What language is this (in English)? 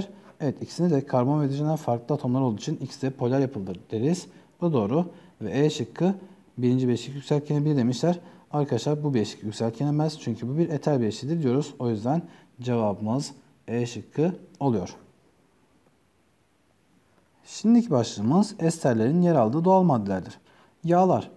Turkish